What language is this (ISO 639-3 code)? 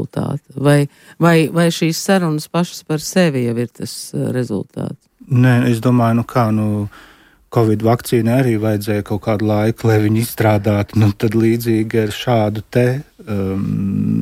lav